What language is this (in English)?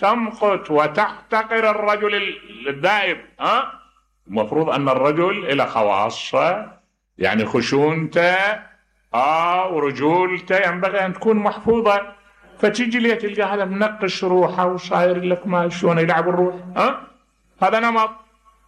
Mesopotamian Arabic